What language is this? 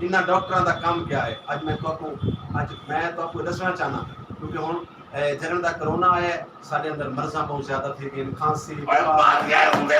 Saraiki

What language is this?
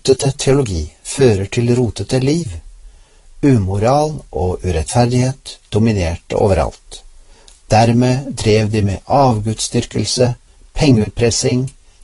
Norwegian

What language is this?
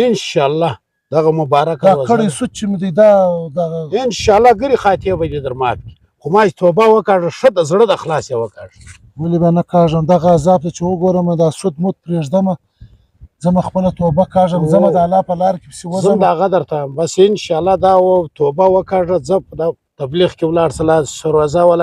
Pashto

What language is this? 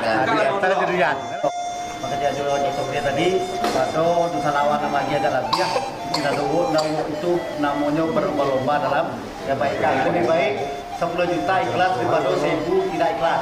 Minangkabau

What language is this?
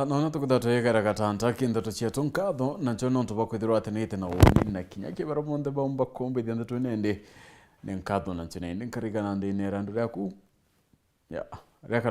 Meru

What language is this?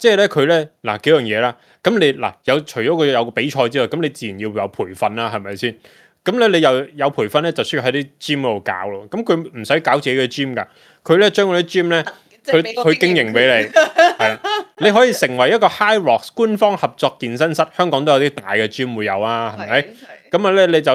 Cantonese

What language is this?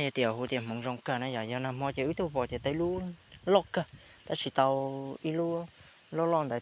Hmong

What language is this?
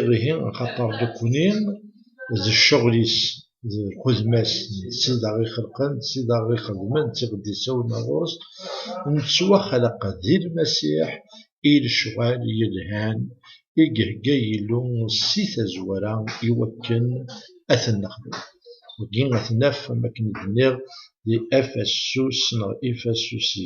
Kabyle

